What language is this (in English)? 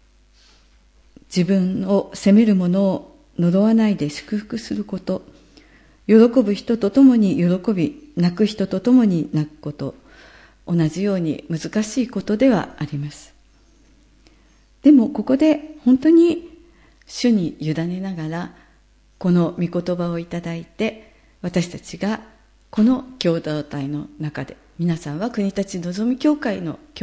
Japanese